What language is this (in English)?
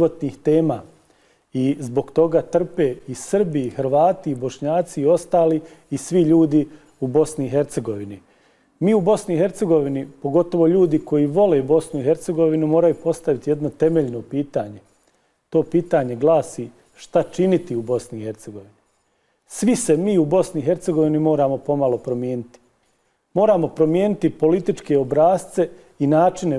Bosnian